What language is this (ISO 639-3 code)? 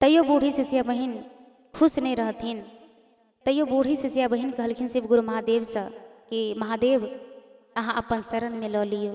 mai